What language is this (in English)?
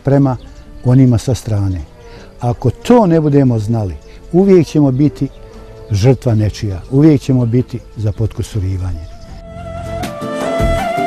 Bosnian